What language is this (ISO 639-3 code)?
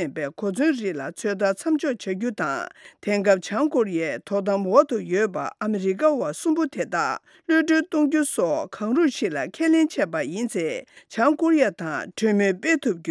bod